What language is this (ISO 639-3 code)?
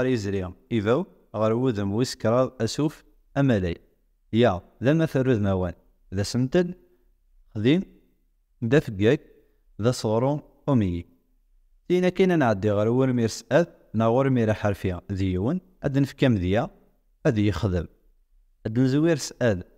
kab